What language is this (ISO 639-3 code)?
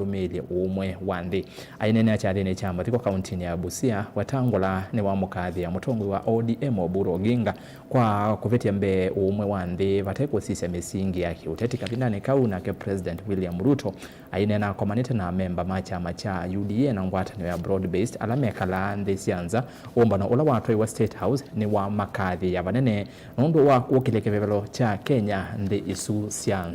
kam